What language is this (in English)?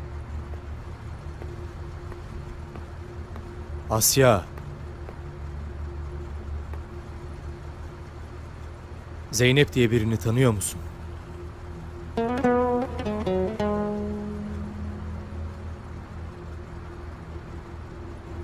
Turkish